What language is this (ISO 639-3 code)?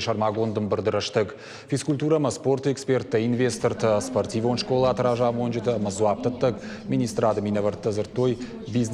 oss